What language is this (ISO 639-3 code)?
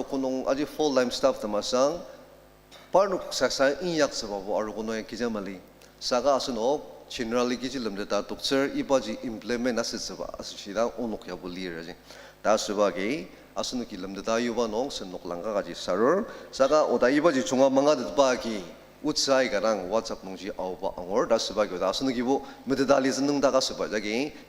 njo